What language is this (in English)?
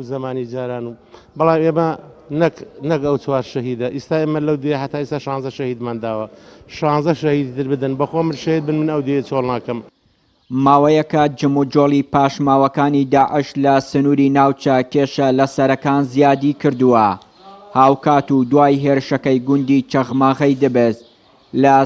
Central Kurdish